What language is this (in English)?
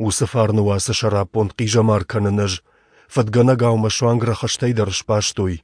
Ossetic